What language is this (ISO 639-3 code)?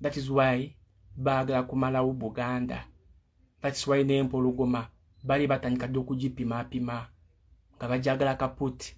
lug